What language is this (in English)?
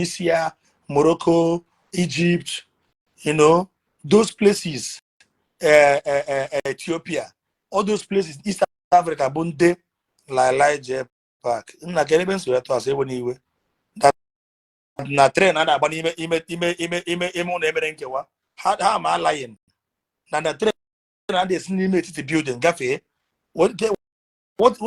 Igbo